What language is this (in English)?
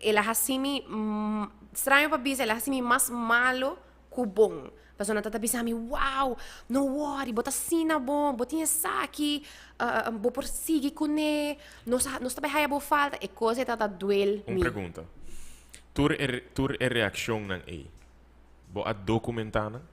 Papiamento